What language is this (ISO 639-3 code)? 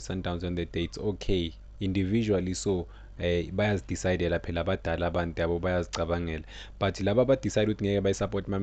zul